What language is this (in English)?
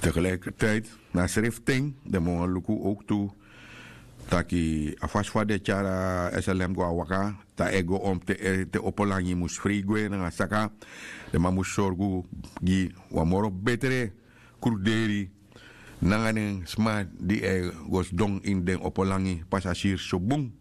Sranan Tongo